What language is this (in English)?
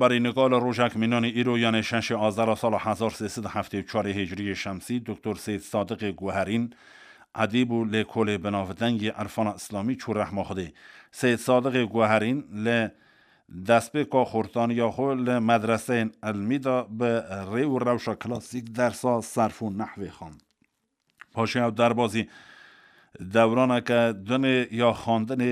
Kurdish